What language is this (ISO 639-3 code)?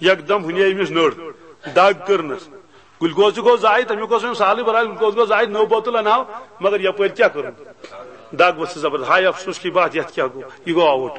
kas